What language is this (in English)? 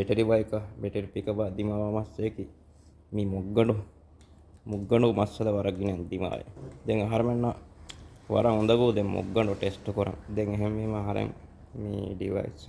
Divehi